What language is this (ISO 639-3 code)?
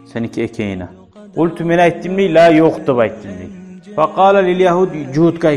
kum